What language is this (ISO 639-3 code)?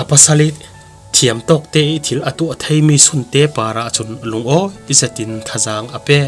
cfm